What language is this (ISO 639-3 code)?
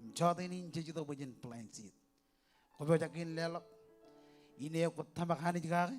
mah